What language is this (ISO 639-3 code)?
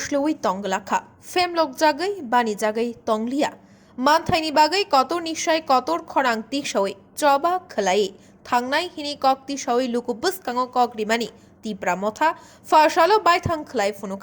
trp